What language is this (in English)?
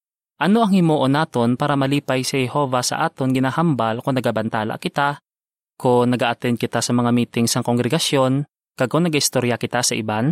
Hiligaynon